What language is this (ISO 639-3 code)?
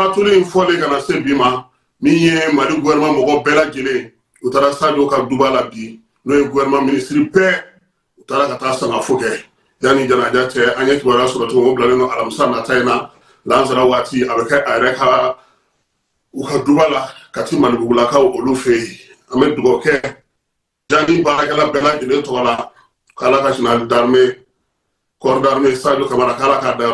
bam